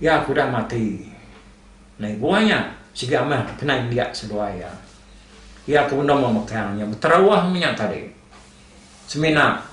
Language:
Iban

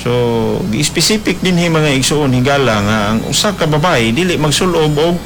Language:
Cebuano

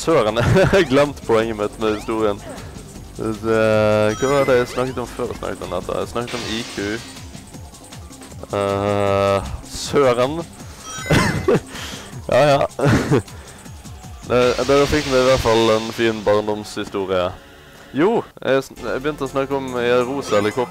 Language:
Norwegian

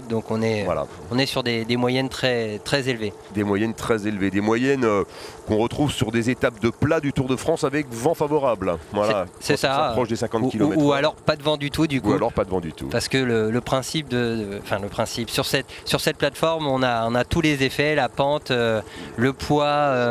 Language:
French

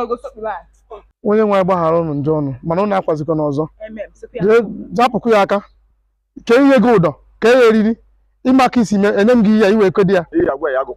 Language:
Igbo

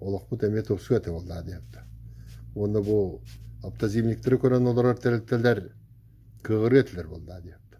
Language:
Yakut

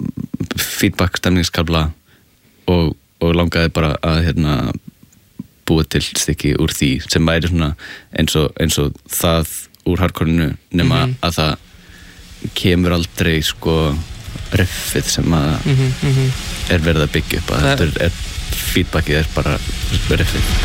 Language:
Icelandic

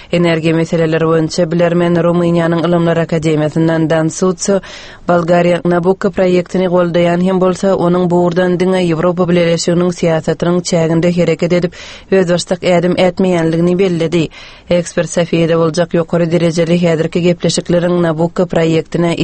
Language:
Turkmen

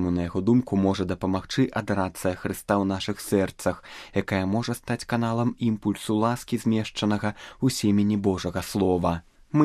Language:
Belarusian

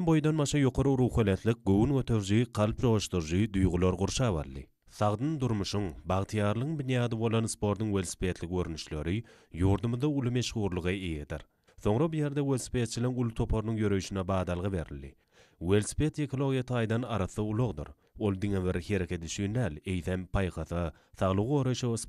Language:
Turkmen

